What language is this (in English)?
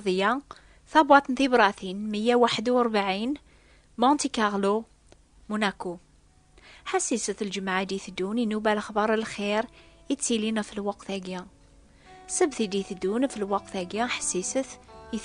Kabyle